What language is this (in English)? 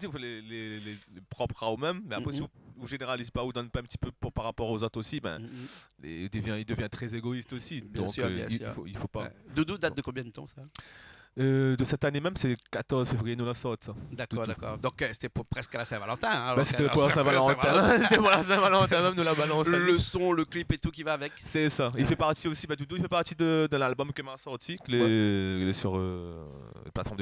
Réunion Creole French